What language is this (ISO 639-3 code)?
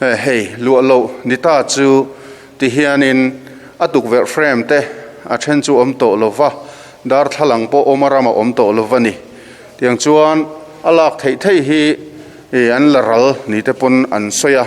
lus